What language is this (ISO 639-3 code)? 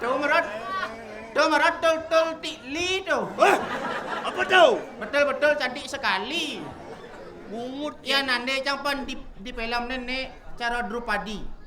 ban